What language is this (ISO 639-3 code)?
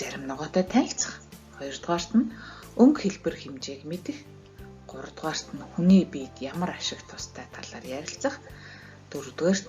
mon